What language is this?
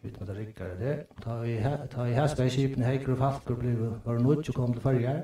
Faroese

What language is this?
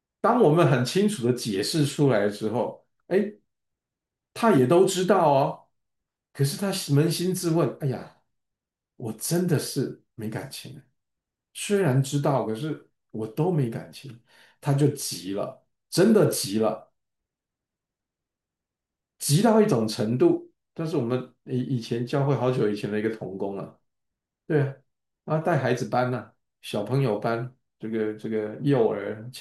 Chinese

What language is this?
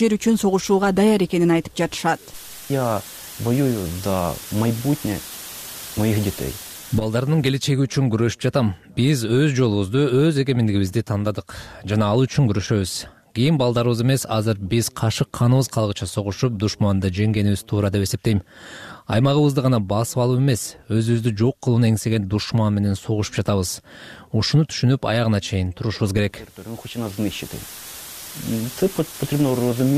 Kyrgyz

